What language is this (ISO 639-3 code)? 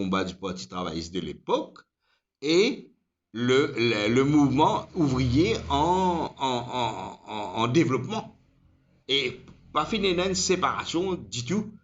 mfe